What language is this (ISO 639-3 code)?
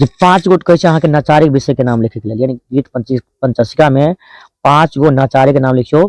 mai